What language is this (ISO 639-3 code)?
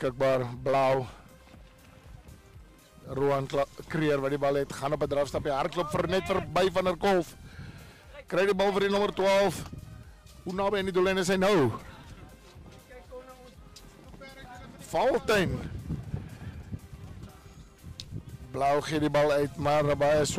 afr